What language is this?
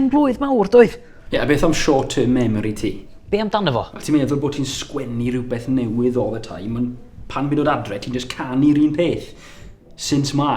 Welsh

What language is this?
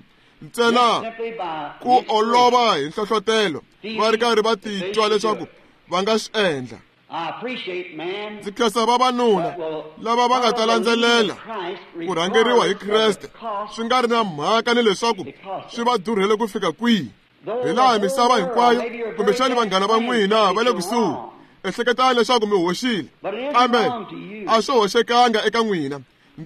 Tsonga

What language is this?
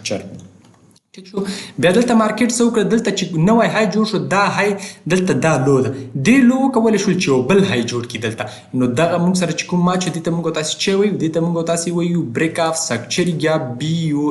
Pashto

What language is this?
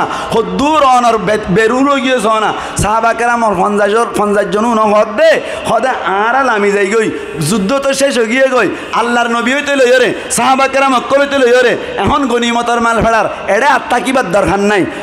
Rohingya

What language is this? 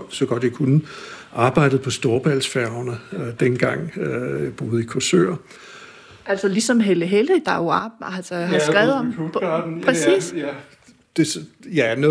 Danish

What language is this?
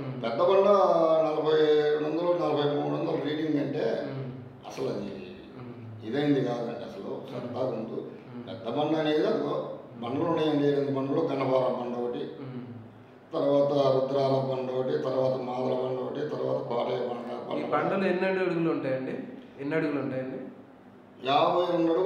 Telugu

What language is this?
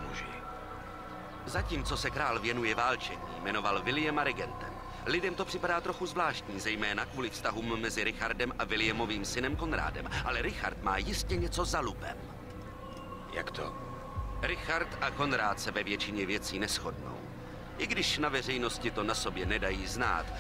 Czech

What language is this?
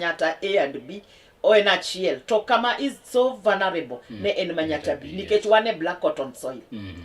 Luo (Kenya and Tanzania)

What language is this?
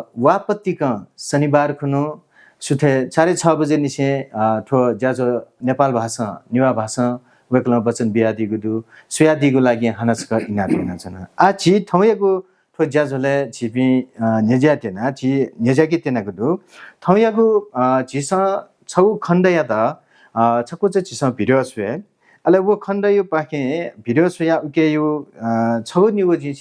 Newari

